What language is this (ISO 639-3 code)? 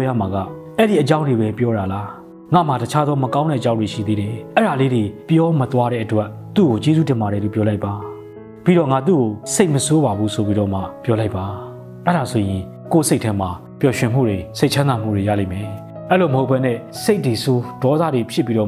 mya